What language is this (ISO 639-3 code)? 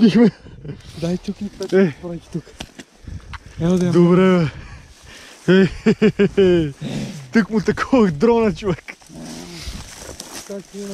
bul